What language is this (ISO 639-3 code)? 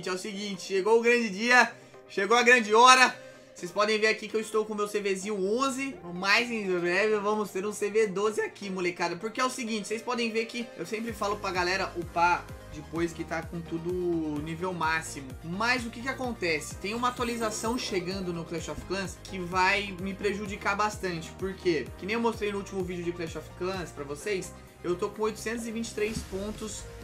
por